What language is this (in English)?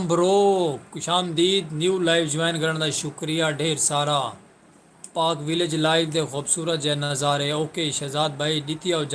Saraiki